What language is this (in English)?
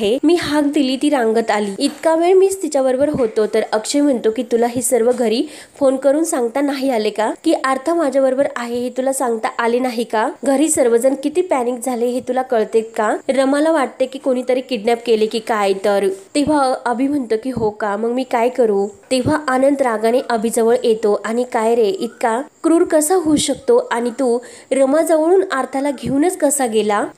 Marathi